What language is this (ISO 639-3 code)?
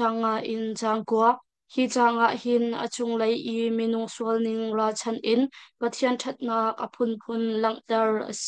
cnh